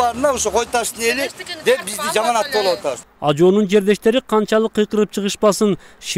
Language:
Kyrgyz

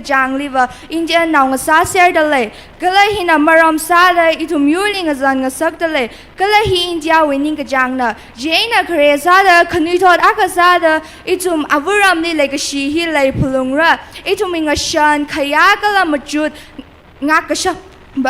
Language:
Tangkhul Naga (India)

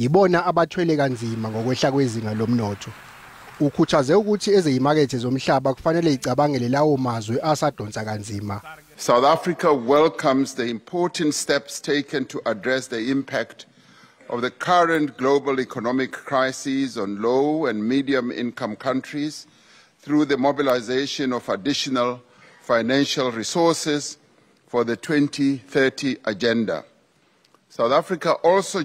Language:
Zulu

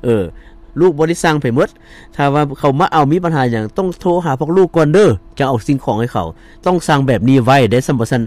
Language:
Lao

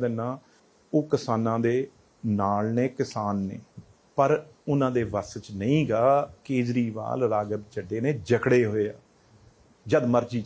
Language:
Punjabi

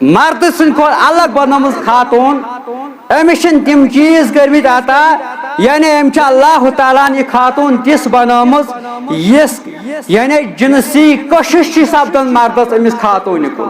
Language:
Kashmiri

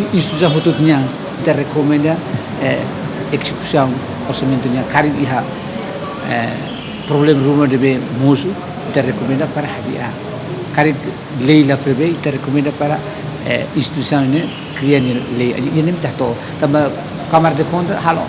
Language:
Tetum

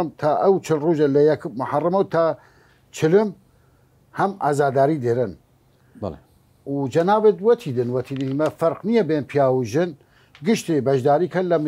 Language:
Southern Kurdish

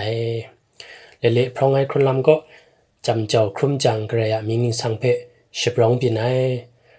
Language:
Kachin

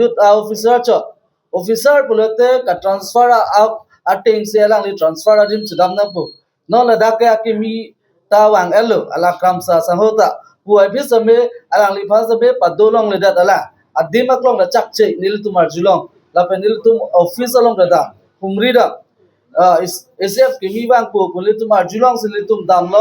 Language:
Karbi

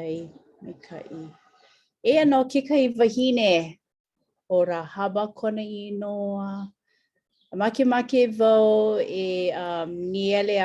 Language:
Hawaiian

